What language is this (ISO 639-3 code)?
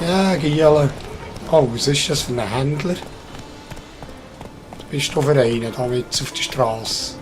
gsw